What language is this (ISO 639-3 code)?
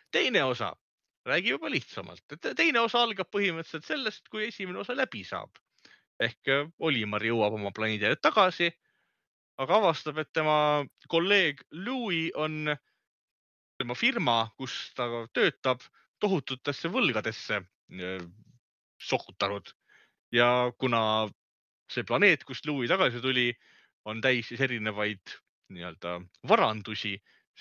est